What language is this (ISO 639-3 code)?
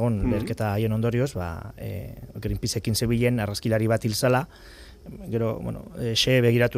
eus